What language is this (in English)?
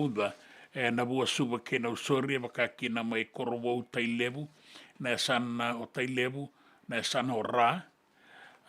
Fijian